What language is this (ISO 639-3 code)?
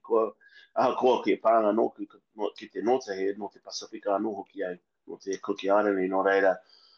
mri